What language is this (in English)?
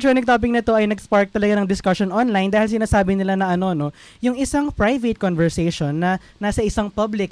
Filipino